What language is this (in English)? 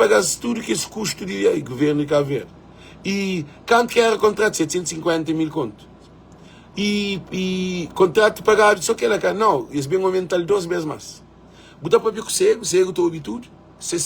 Kabuverdianu